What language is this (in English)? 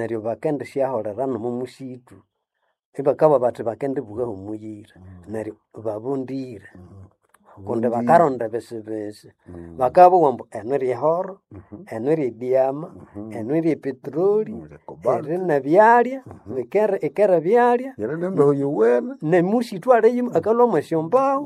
Nande